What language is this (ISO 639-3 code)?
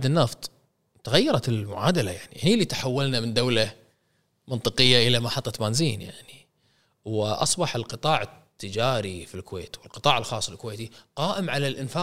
afb